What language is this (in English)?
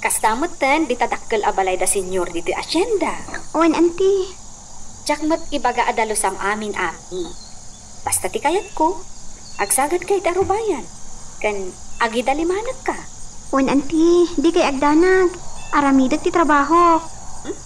Iloko